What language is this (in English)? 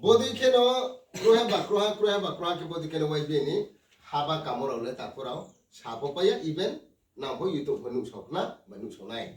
Riang (India)